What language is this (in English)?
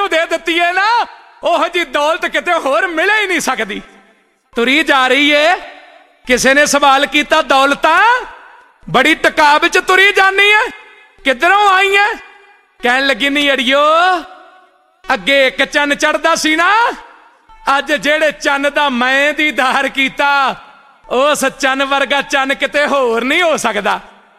Punjabi